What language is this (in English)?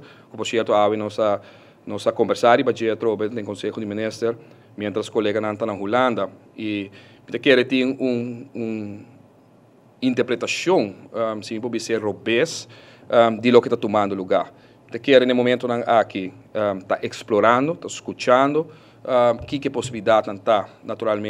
Papiamento